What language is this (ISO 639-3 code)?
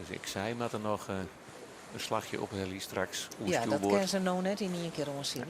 fry